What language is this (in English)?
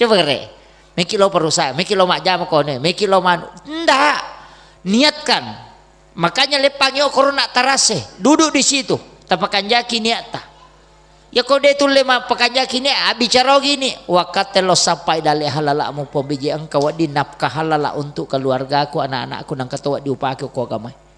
Buginese